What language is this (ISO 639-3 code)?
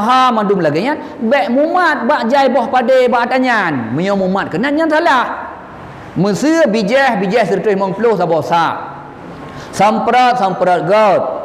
ace